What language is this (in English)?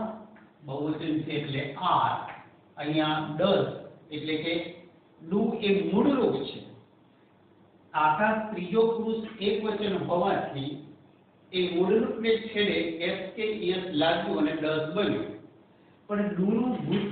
Gujarati